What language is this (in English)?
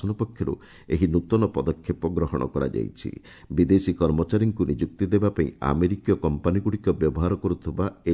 Odia